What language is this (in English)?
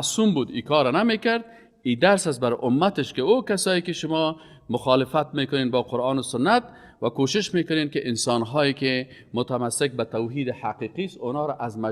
Persian